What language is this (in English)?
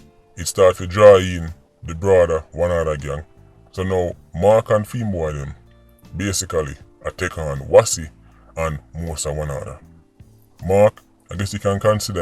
Jamaican Creole English